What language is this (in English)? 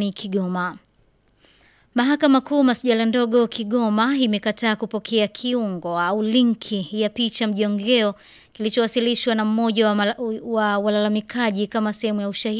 Swahili